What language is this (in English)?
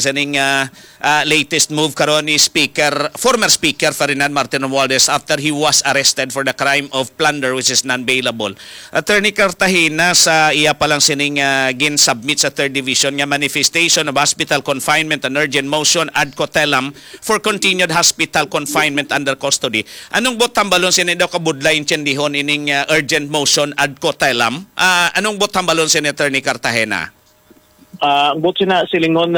Hiligaynon